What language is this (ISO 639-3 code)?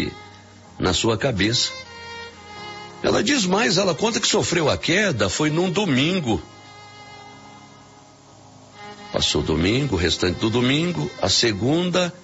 por